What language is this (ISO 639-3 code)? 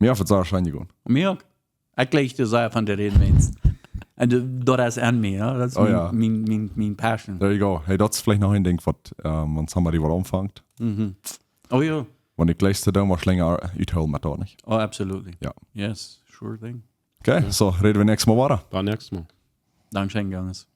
pdt